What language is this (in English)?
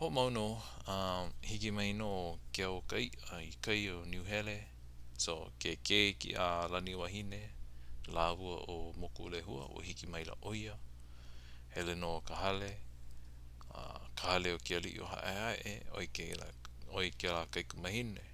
Hawaiian